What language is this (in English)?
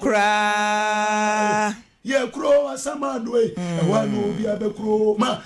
Akan